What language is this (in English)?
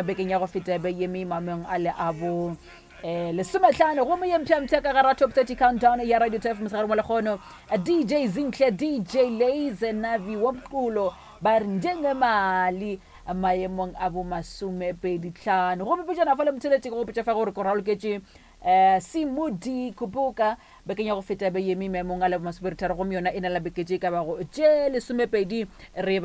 Northern Sotho